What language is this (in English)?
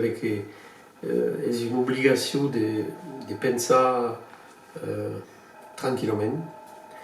Occitan